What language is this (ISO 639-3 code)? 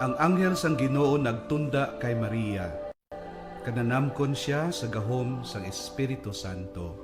hil